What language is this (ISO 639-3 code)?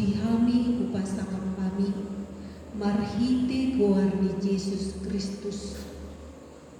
bbc